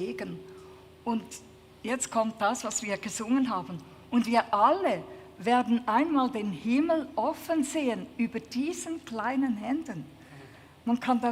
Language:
Swiss German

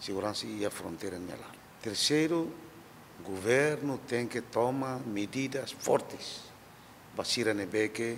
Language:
Tetum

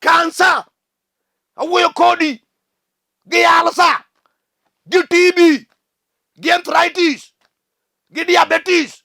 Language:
Luo (Kenya and Tanzania)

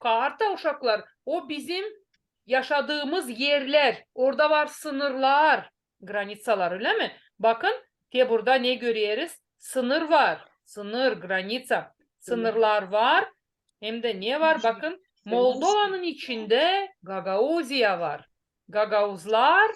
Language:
Gagauz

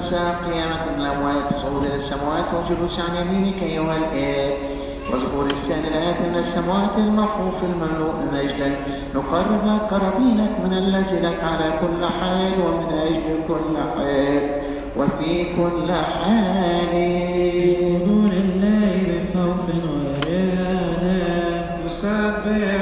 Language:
Arabic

